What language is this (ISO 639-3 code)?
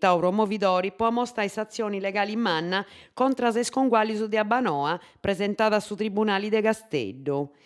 srd